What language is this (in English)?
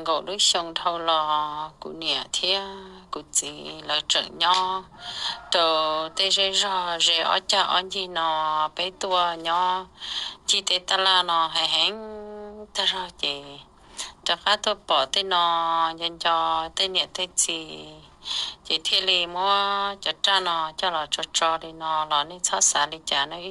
Hmong